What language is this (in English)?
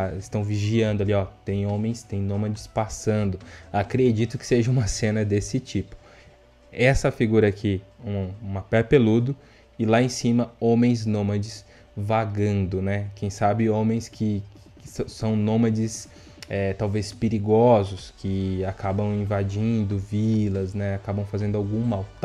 Portuguese